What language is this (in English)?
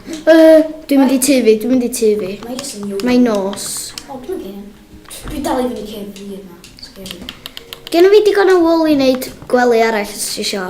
Welsh